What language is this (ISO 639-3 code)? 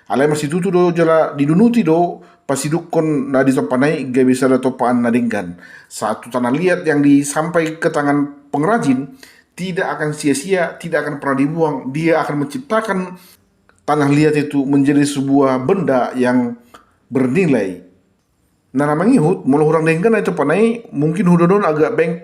bbc